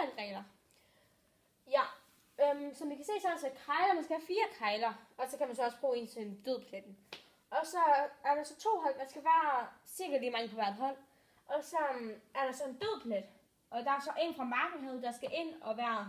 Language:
Danish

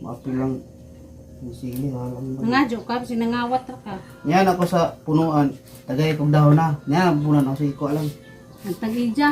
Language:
Cebuano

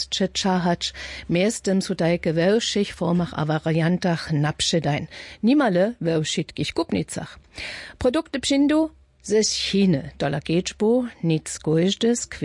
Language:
Upper Sorbian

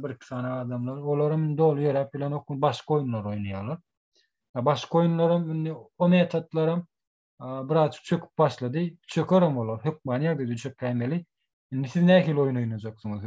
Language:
Turkmen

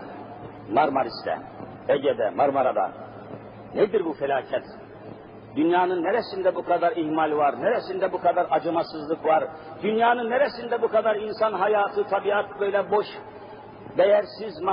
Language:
Turkish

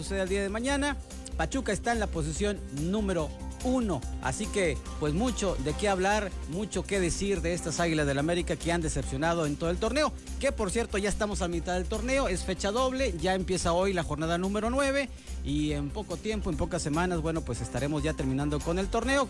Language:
Spanish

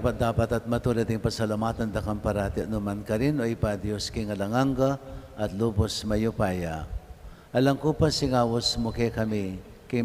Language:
Pampanga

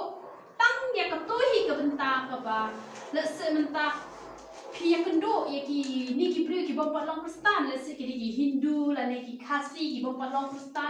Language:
Khasi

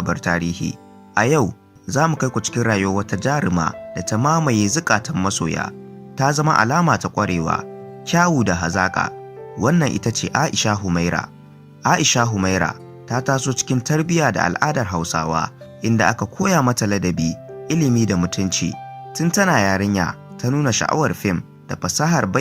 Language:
Hausa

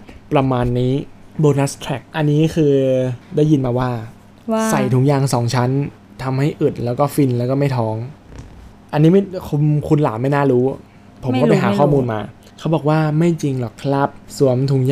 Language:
Thai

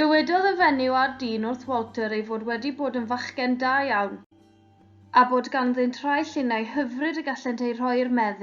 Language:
Welsh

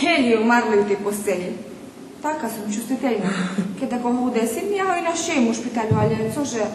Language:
Rusyn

